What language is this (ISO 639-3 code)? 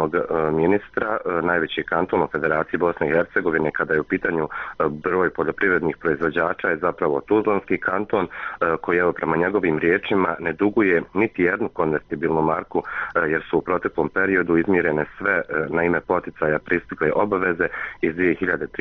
bos